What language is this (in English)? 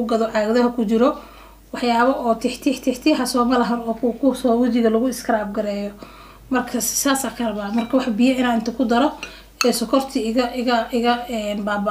Somali